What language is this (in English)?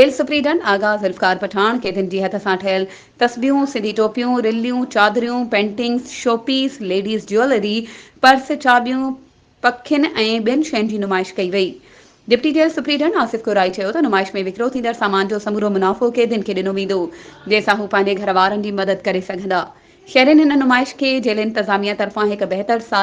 Sindhi